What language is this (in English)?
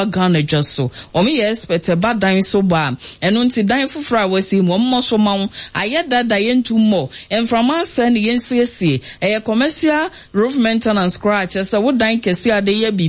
Akan